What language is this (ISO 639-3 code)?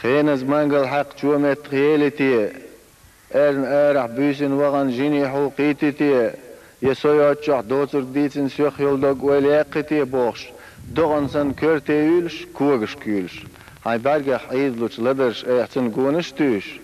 che